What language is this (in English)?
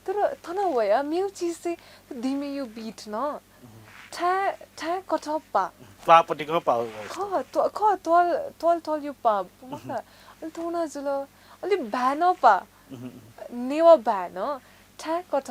Newari